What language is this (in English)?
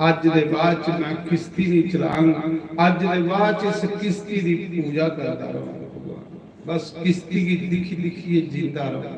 Dogri